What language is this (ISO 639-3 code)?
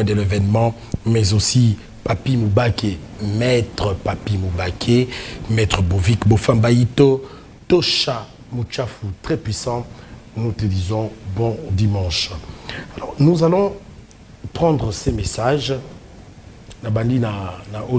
fra